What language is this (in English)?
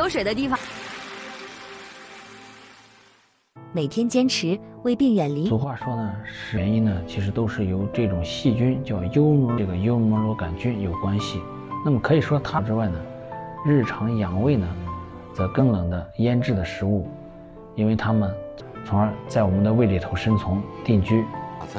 Chinese